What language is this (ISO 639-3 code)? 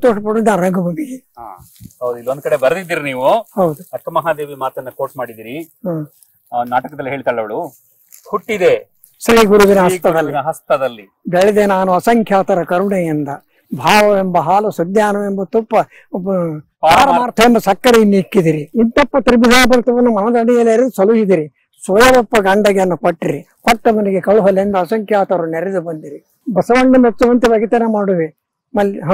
kan